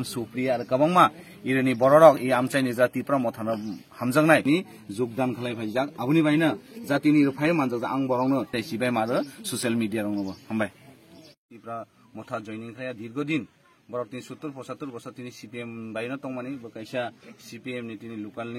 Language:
Kok Borok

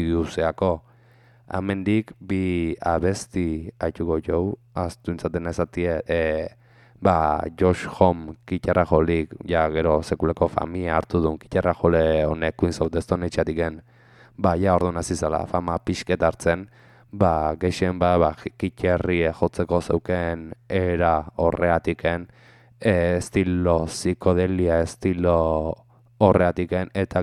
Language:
Basque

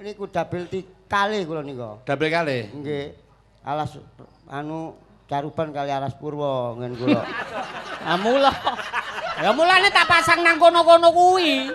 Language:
Javanese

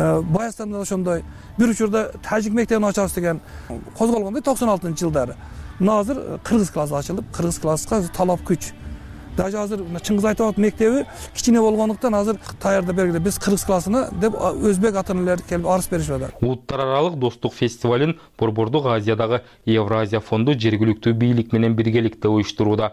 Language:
Kyrgyz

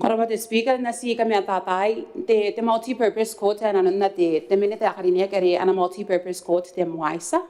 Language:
Gilbertese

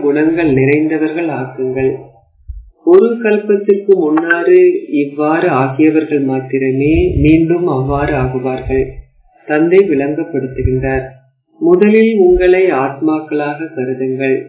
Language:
Tamil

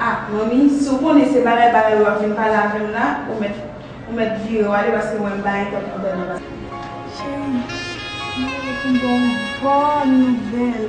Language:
Haitian Creole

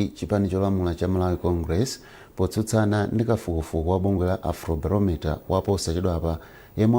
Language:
Nyanja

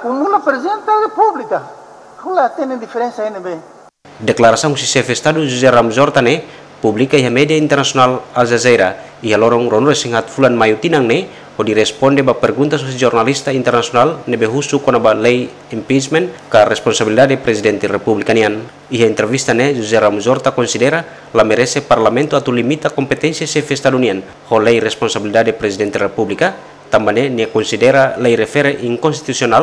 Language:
Tetum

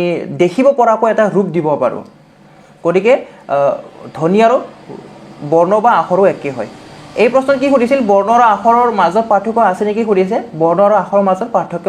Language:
Assamese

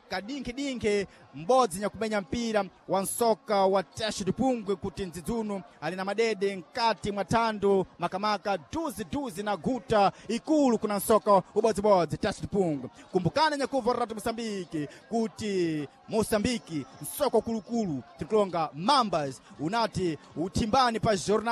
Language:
Sena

